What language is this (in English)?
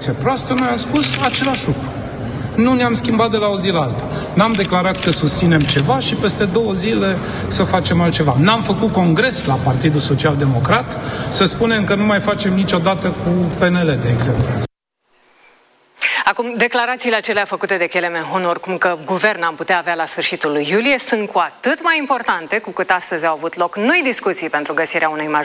Romanian